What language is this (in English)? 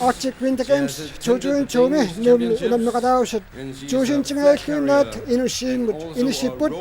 Kalaallisut